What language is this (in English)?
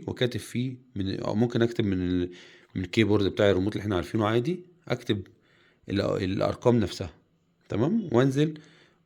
Egyptian Arabic